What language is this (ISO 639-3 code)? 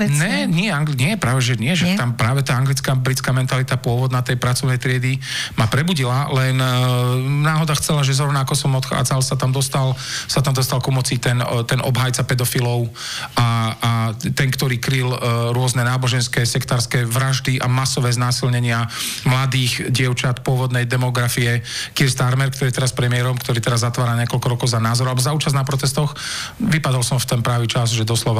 slk